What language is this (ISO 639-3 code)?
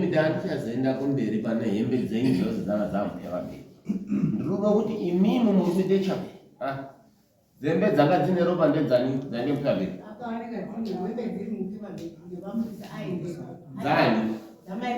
sna